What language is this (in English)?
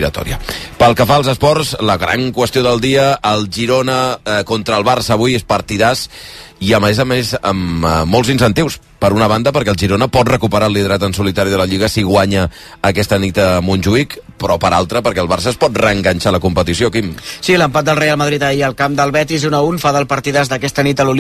Catalan